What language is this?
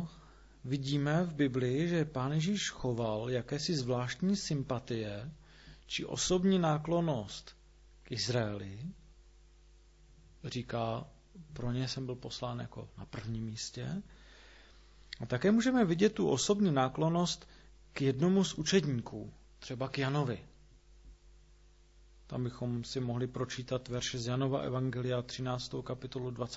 Czech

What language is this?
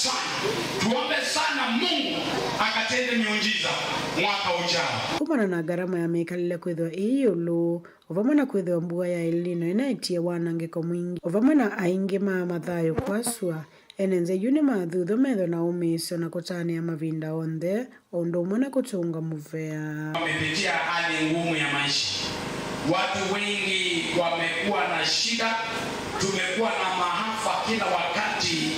Kamba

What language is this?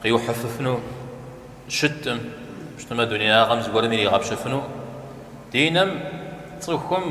Kabardian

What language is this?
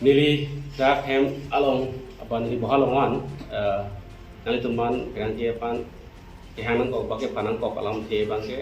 Karbi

